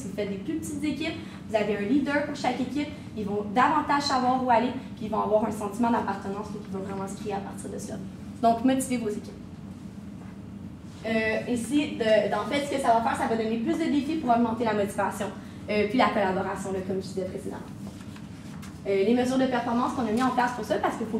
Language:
French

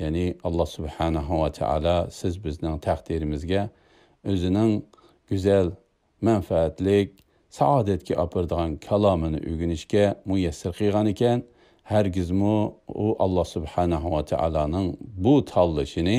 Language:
Uyghur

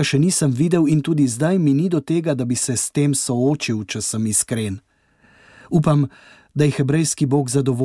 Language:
Slovenian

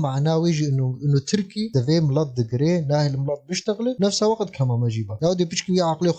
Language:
Kurdish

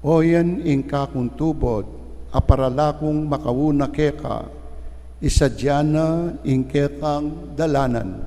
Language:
Pampanga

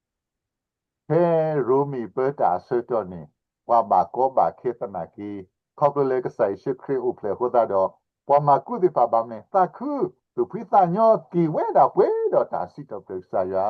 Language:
S'gaw Karen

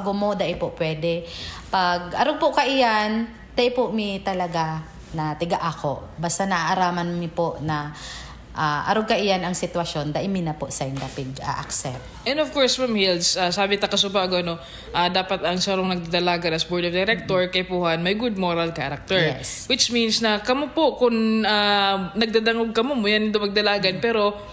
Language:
Bikol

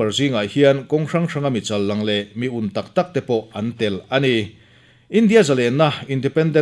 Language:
Mizo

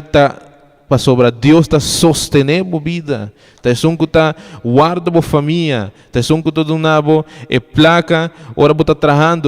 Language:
Papiamento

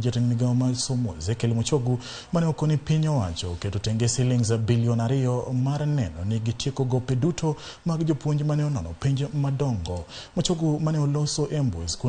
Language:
Luo (Kenya and Tanzania)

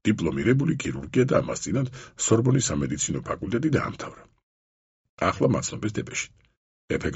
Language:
Georgian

